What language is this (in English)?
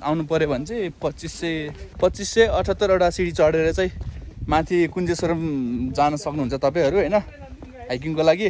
Nepali